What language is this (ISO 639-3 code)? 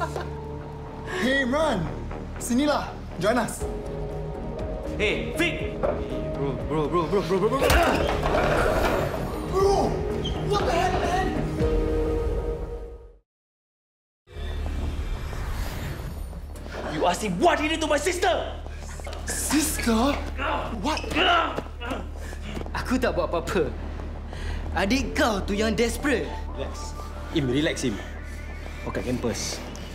msa